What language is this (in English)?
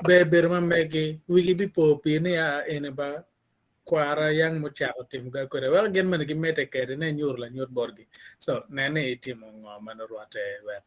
Acoli